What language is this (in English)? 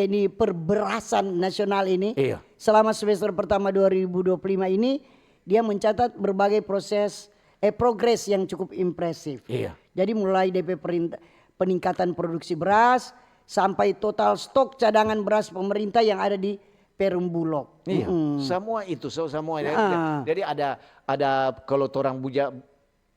Manado Malay